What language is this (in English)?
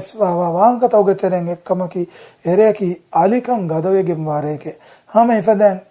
Divehi